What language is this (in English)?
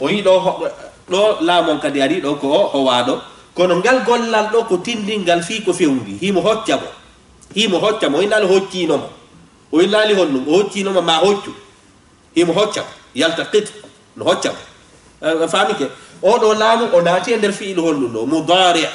Fula